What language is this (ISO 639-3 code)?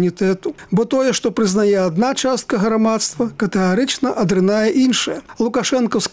bel